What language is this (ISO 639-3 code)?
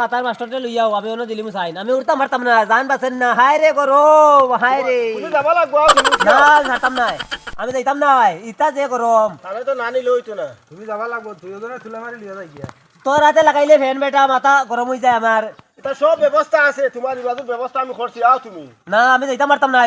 syl